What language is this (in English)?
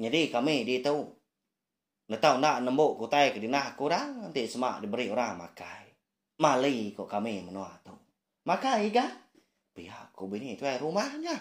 Iban